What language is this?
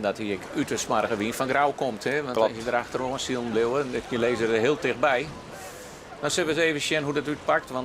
Western Frisian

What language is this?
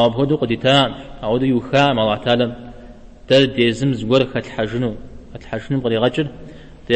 Kabardian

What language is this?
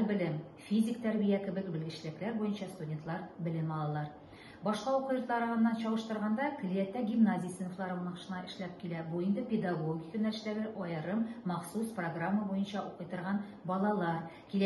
Tatar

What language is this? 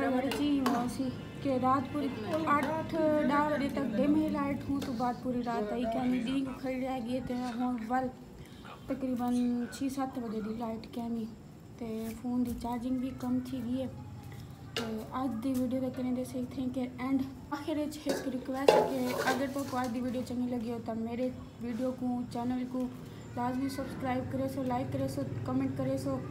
Saraiki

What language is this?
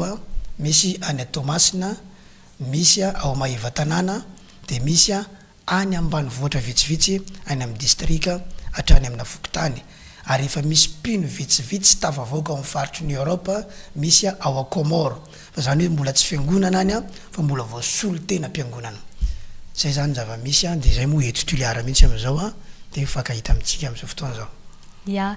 Malagasy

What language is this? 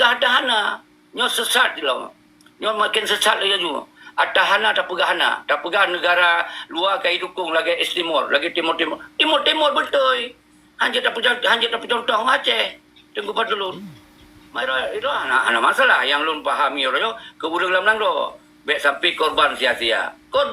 Achinese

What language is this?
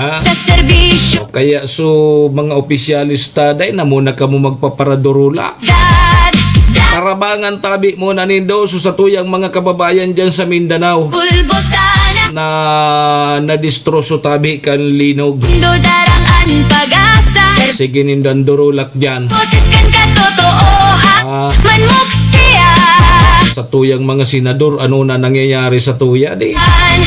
Bikol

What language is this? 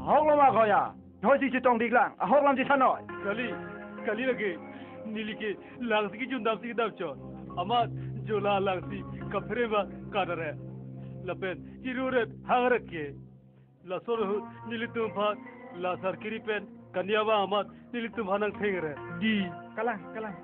Karbi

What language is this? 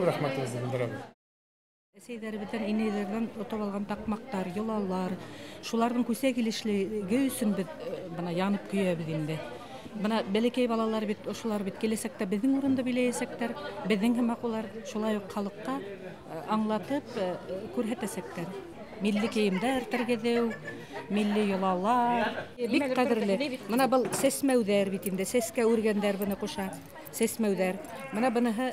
Bashkir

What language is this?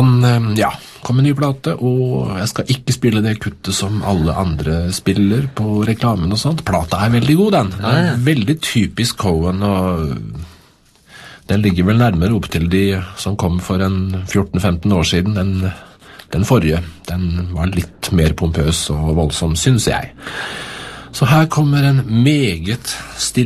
Norwegian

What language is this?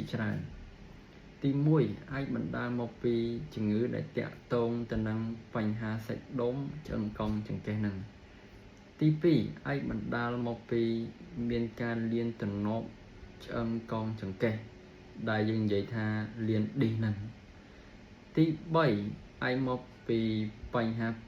Khmer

